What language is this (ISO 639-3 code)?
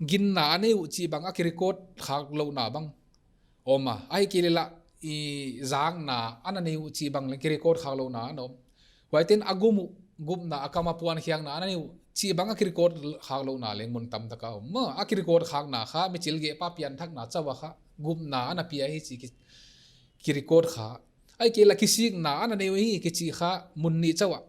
pck